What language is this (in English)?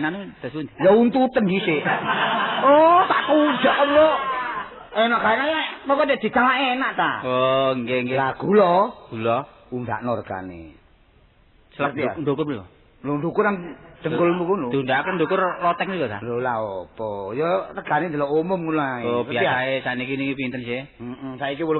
Javanese